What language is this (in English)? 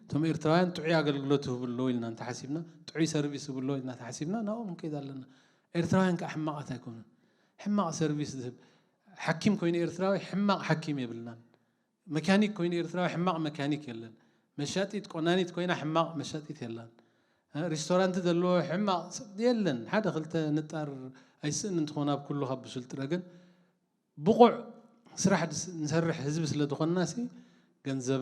Tigrinya